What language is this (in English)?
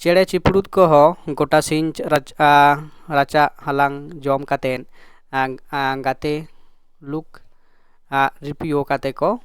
Santali